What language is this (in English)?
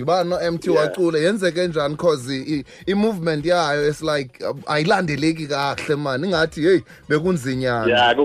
Xhosa